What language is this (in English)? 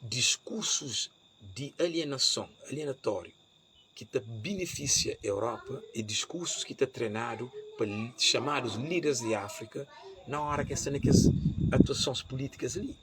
Kabuverdianu